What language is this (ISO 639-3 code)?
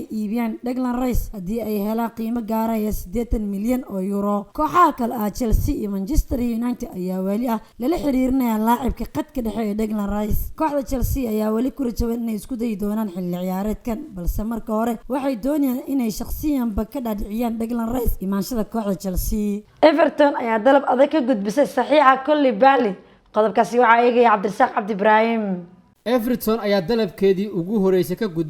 som